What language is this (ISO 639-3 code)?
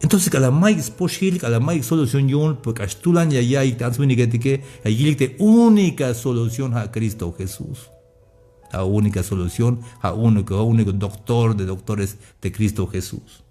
tzh